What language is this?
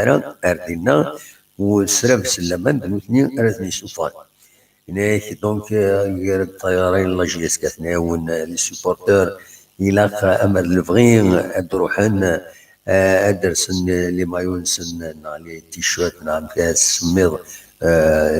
Kabyle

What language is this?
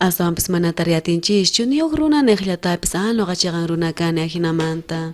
South Bolivian Quechua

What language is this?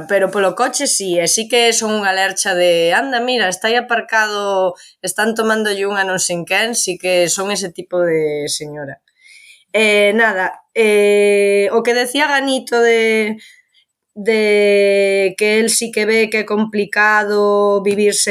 Galician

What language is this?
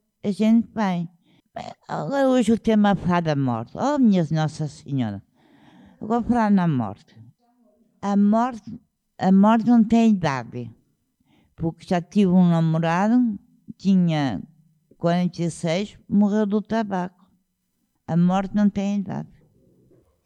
Portuguese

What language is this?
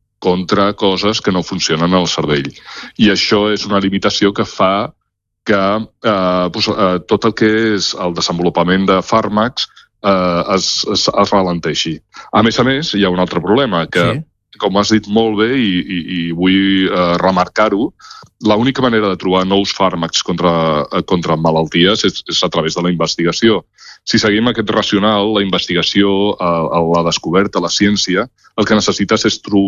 Catalan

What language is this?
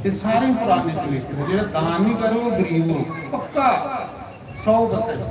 Dogri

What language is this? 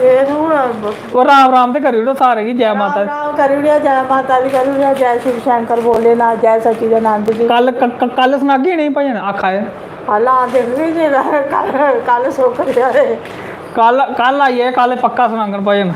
Dogri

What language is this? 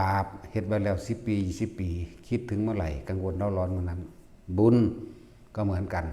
Northeastern Thai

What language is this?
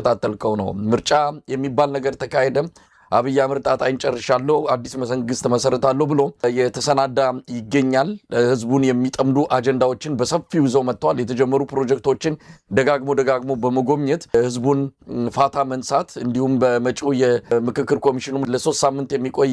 Amharic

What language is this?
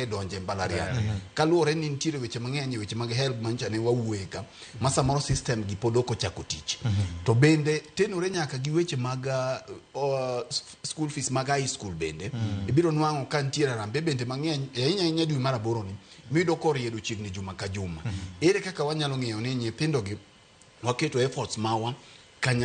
Luo (Kenya and Tanzania)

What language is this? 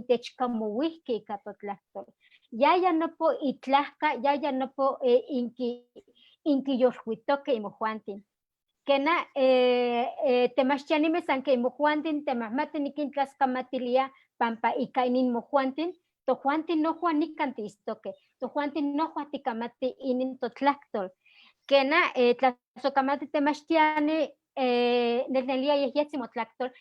Eastern Huasteca Nahuatl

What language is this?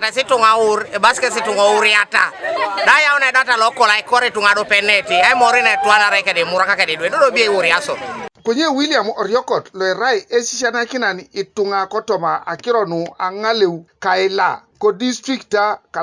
Teso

